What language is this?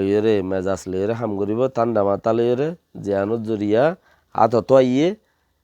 Rohingya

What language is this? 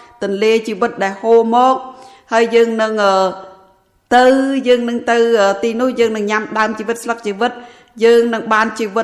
Khmer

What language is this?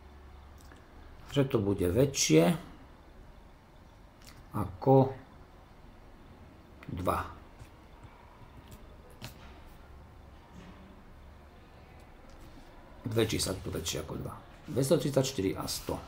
Slovak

